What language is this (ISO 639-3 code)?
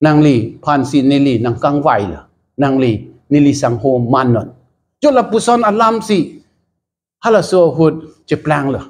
mjw